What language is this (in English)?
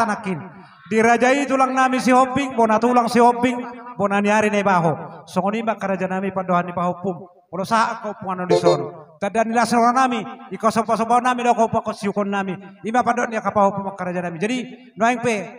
Batak Toba